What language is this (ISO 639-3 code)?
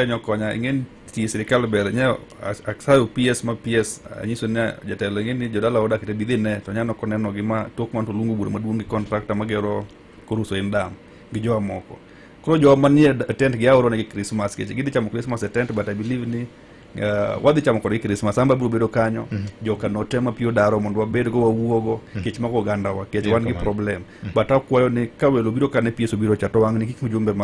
luo